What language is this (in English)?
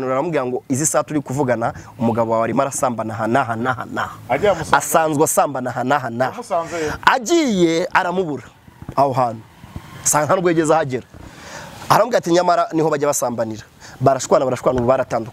Kinyarwanda